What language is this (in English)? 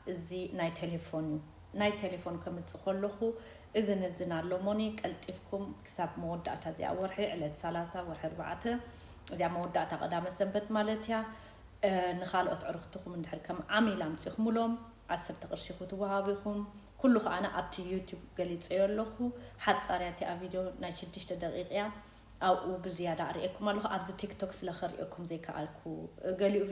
Tigrinya